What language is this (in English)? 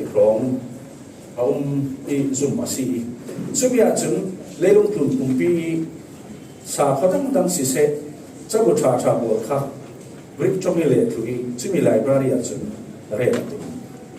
Falam Chin